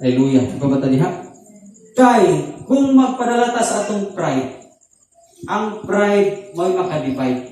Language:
Cebuano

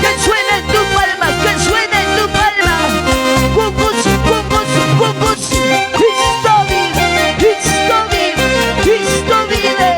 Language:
Ayacucho Quechua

